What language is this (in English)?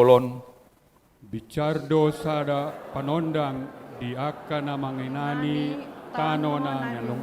Batak Toba